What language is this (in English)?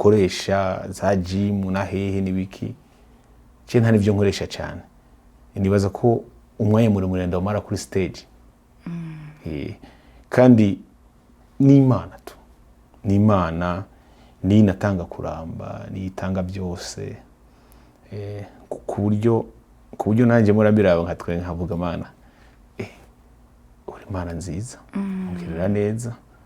Rundi